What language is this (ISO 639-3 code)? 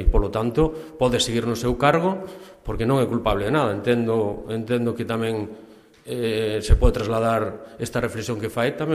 glg